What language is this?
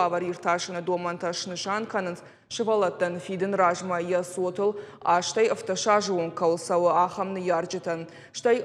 Ossetic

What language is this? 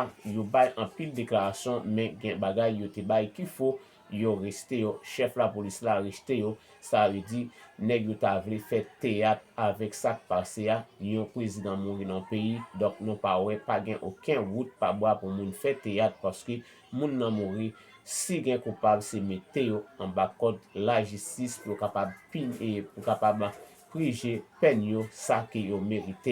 Haitian Creole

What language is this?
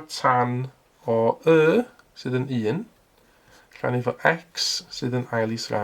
Welsh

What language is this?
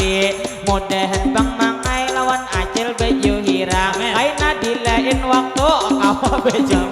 Banjar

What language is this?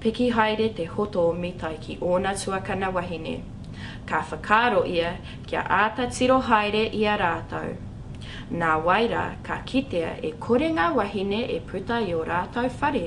Māori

